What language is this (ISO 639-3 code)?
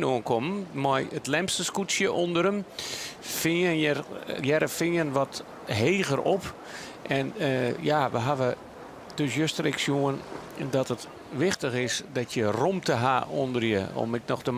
fry